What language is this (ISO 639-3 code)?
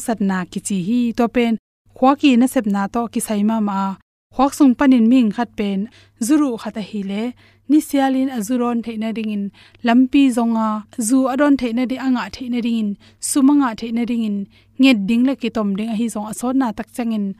ctd